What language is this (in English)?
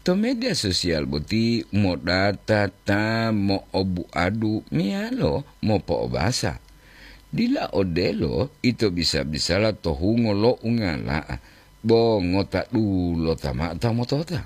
Gorontalo